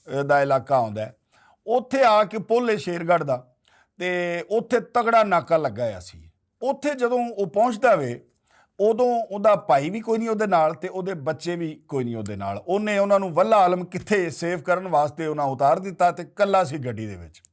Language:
Western Panjabi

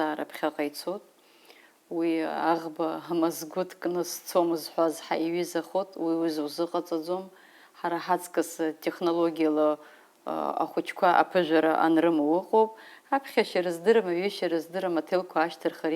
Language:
Abkhazian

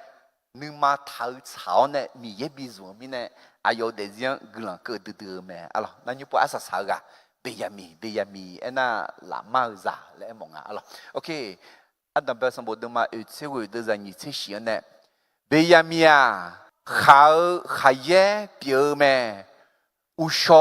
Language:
Akha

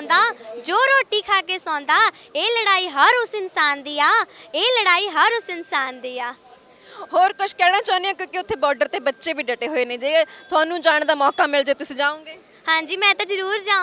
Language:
Punjabi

